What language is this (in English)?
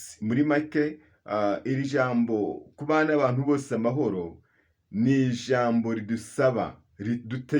Kinyarwanda